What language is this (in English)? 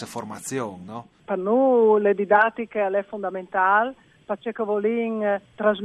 Friulian